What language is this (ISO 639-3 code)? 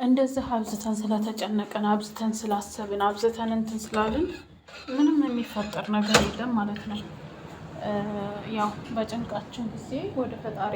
amh